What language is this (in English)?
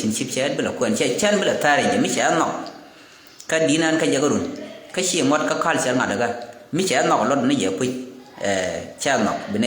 Nuer